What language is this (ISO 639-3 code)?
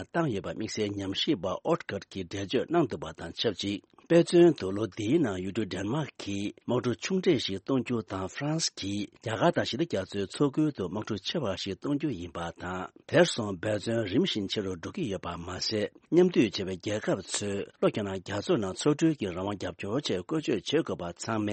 bod